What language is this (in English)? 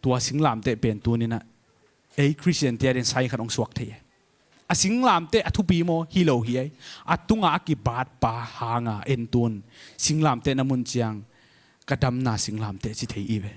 Tedim Chin